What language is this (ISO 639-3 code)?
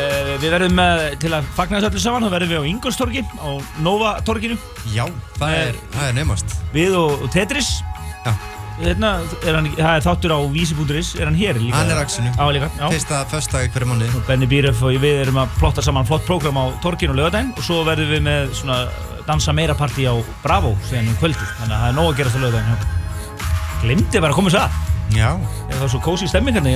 isl